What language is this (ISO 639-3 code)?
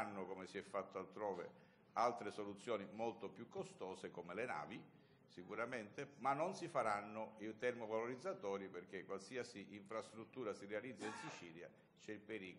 ita